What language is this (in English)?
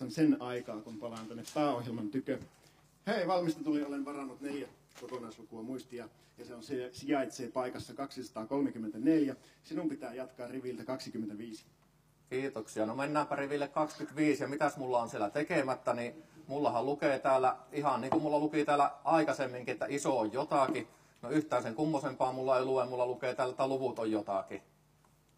Finnish